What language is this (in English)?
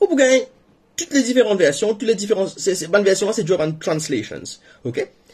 Morisyen